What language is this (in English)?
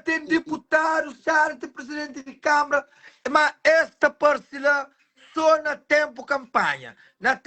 Kabuverdianu